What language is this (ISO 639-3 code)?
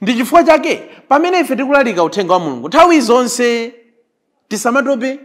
nya